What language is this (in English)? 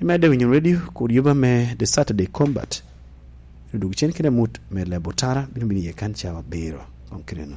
Lango (Uganda)